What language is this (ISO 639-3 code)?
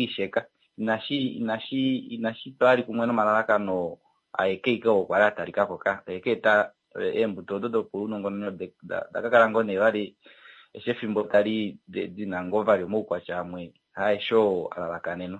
kua